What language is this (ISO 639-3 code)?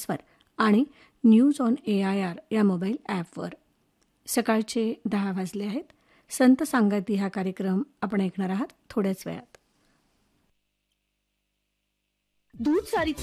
mar